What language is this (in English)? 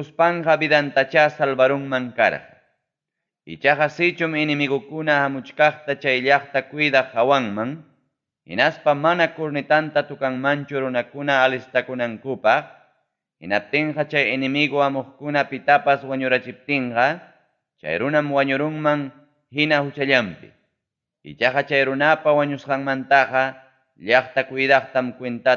Ayacucho Quechua